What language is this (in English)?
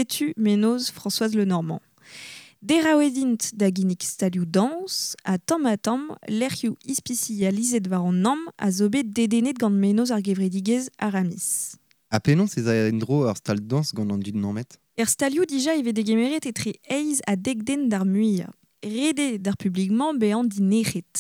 Breton